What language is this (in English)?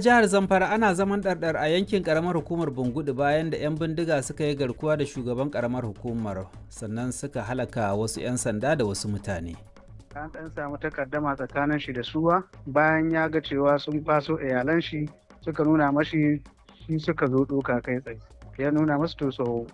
Hausa